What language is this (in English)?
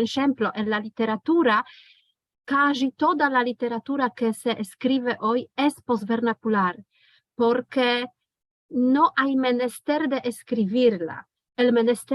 Ladino